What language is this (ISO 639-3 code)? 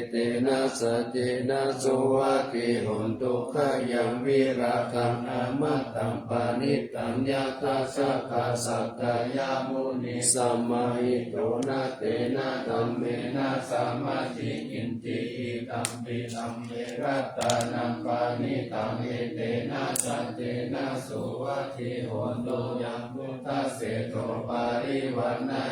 pli